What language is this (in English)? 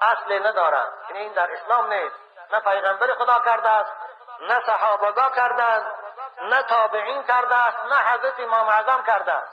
Tajik